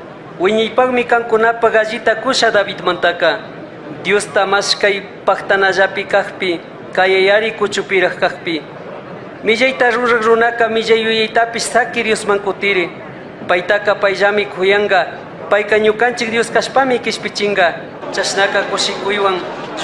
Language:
Chimborazo Highland Quichua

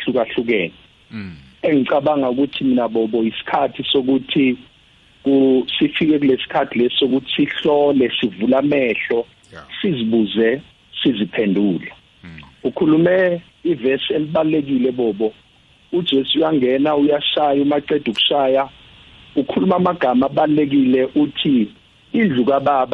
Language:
South Ndebele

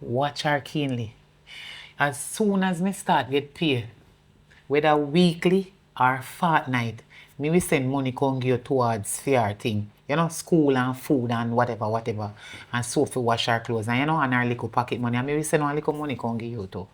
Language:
Jamaican Creole English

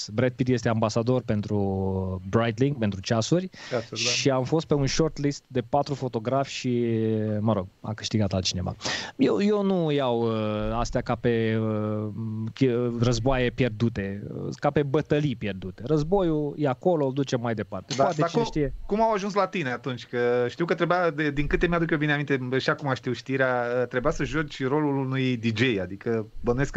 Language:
Romanian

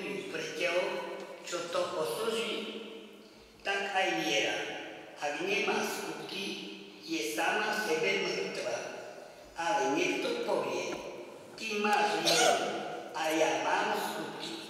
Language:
Slovak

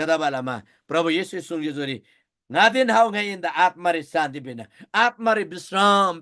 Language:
Eastern Tamang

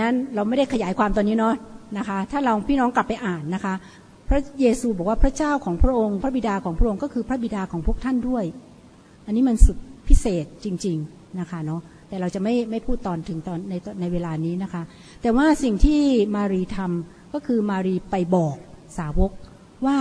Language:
Thai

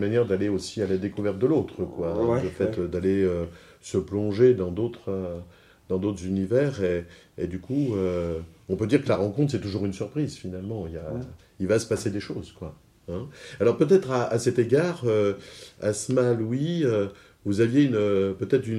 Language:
French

